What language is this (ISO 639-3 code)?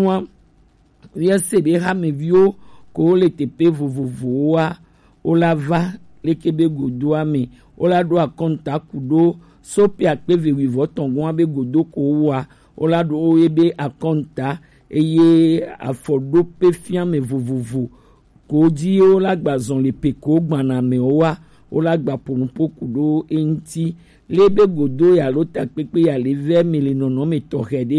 gej